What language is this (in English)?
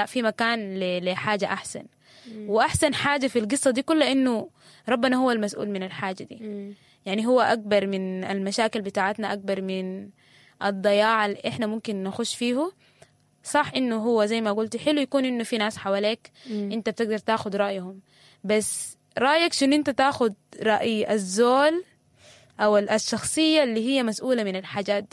Sudanese Arabic